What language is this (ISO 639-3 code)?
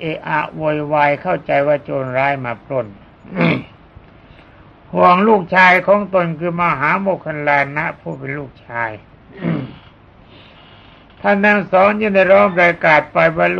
tha